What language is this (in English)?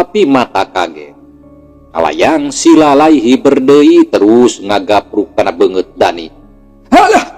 Sundanese